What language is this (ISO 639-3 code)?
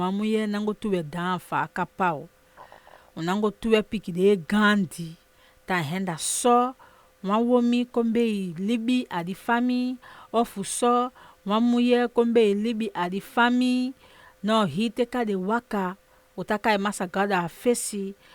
srm